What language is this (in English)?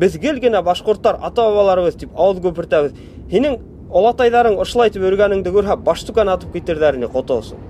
Bashkir